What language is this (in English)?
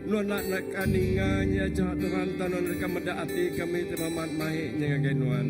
Iban